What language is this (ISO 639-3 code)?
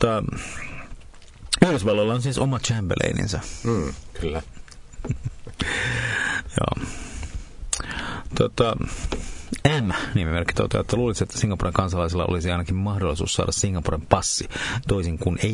fin